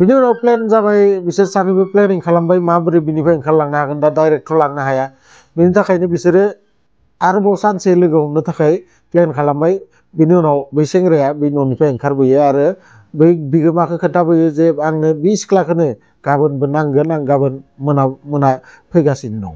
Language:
Bodo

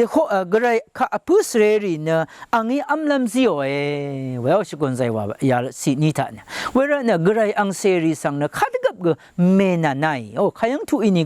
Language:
Rawang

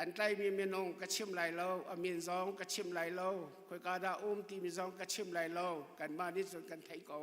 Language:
Hakha Chin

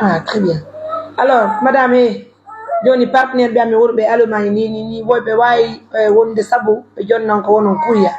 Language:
Pular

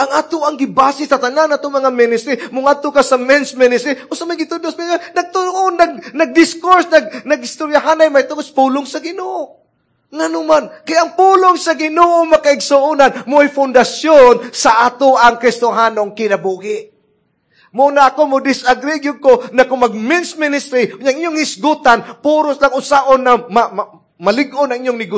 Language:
Cebuano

